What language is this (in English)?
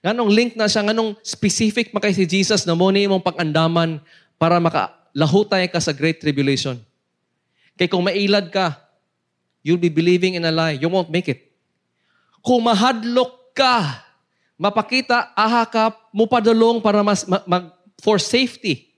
Cebuano